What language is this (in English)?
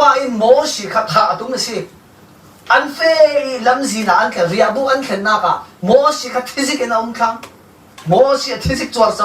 Falam Chin